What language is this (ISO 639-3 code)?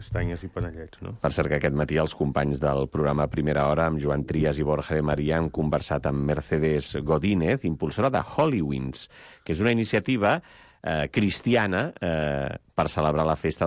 cat